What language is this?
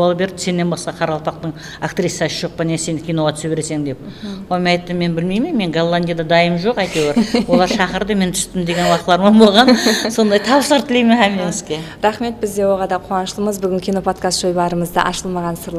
Kara-Kalpak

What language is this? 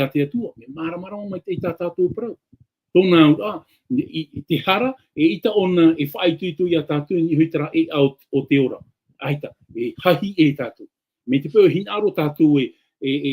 Tahitian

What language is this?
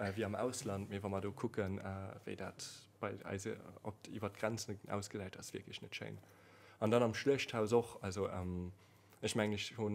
Luxembourgish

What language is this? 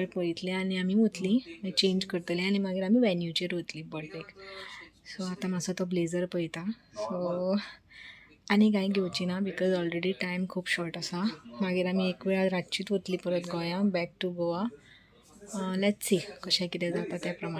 Konkani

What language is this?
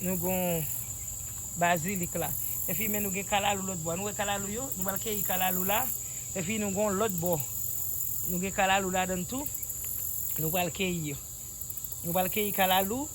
Haitian Creole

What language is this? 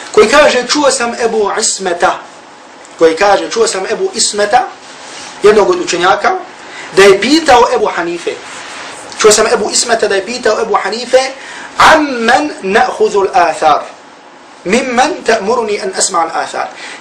Bosnian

